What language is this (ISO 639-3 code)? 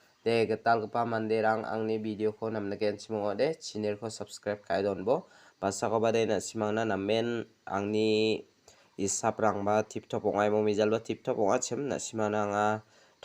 grt